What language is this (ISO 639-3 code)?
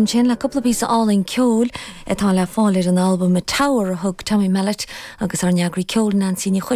gle